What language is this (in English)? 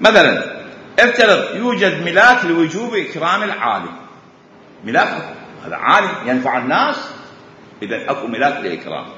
Mesopotamian Arabic